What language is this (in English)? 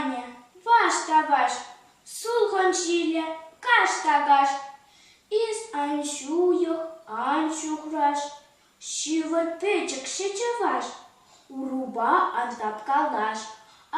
Chuvash